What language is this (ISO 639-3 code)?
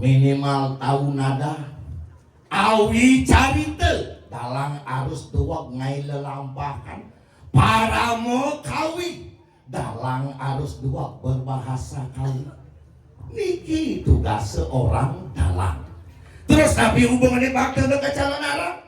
ban